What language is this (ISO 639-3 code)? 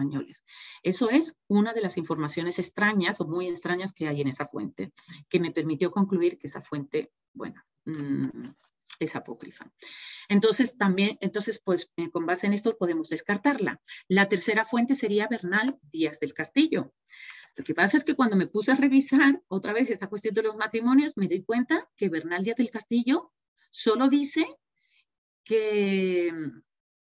spa